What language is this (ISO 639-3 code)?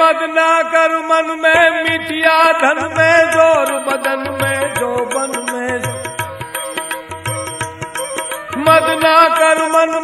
guj